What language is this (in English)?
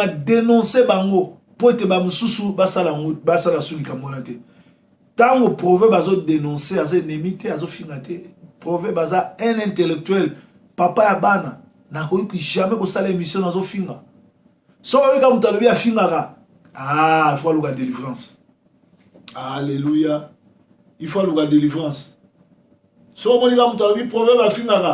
Lingala